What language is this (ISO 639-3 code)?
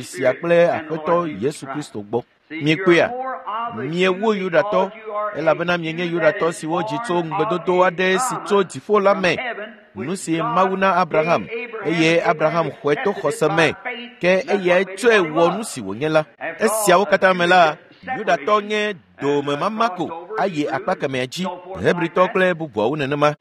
ewe